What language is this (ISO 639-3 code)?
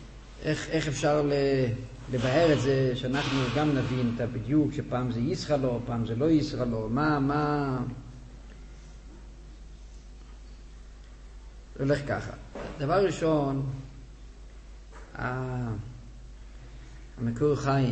heb